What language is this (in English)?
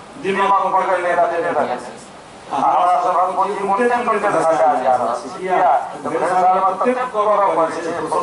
Maithili